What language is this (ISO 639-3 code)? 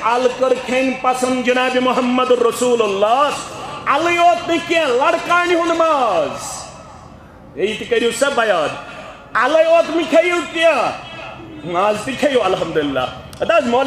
kas